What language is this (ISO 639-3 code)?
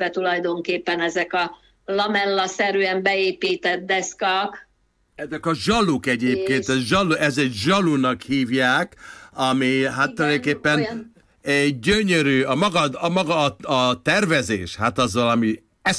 hun